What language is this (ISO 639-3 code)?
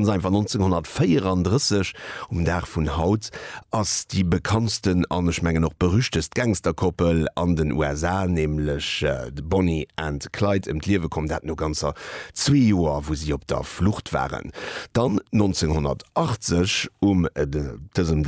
ltz